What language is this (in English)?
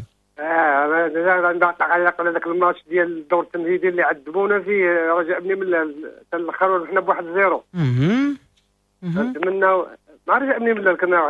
Moroccan Arabic